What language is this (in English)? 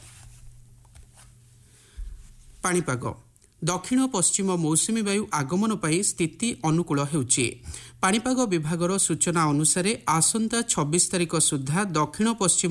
Odia